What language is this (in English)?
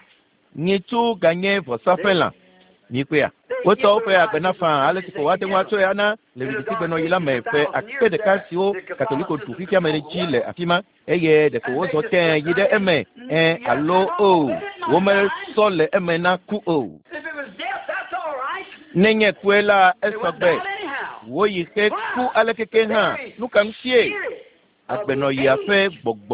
Ewe